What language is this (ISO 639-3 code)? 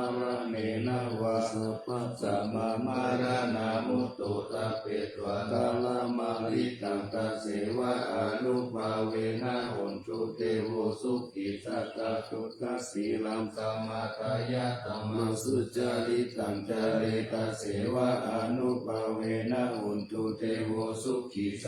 pli